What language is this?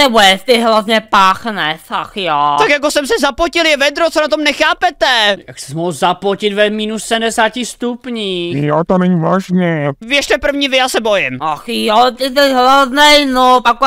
Czech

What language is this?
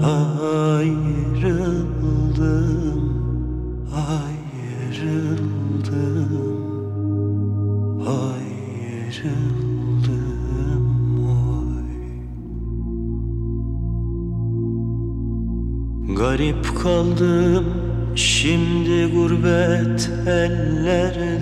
Turkish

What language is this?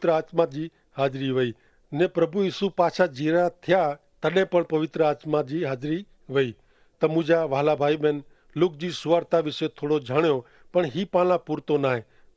Kachhi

